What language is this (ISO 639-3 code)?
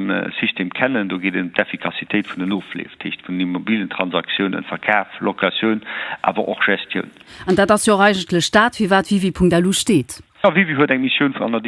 ltz